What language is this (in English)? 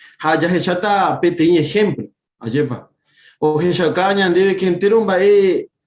Guarani